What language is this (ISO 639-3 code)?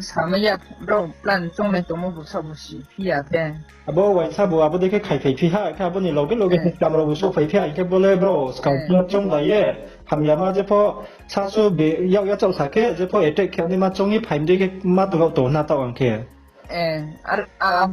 ria